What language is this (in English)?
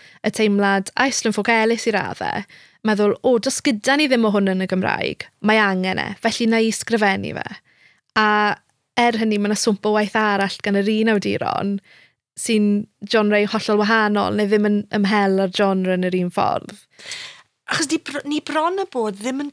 Welsh